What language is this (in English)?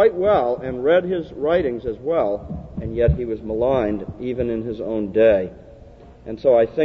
English